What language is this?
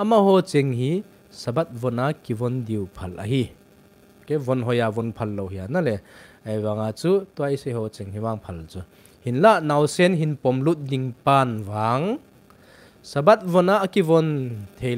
Thado Chin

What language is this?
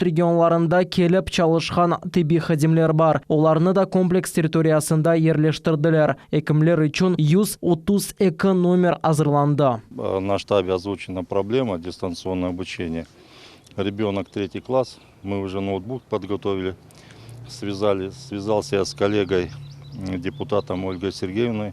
Crimean Tatar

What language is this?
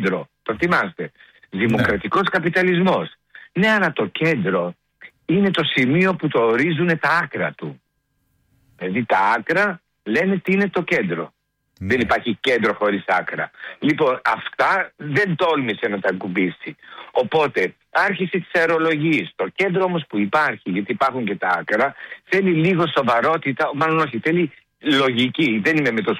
Greek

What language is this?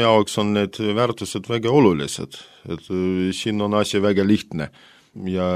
Estonian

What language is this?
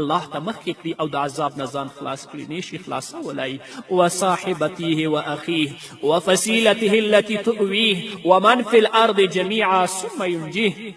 Pashto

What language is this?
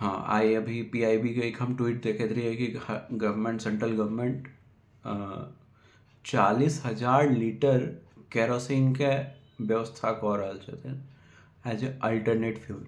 Maithili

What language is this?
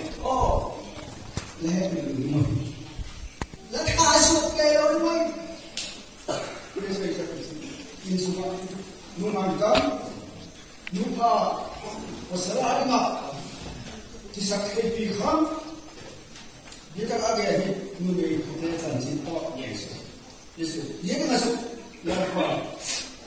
Malay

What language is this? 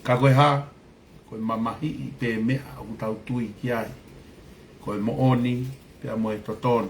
Tongan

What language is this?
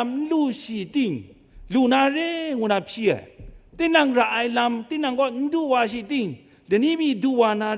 Kachin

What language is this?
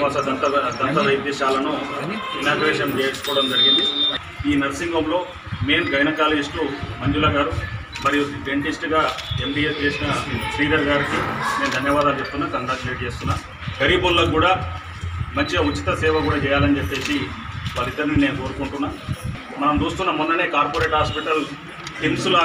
Telugu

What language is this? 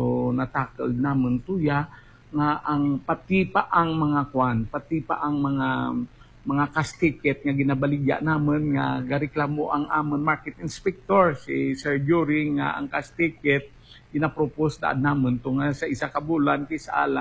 Hiligaynon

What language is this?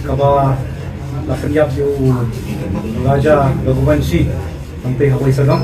Khasi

